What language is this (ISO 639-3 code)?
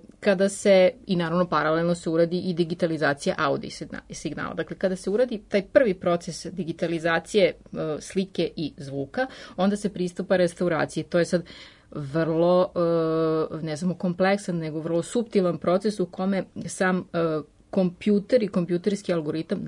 srp